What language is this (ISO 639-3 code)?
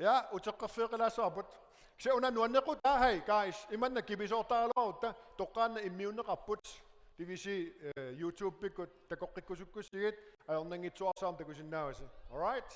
kal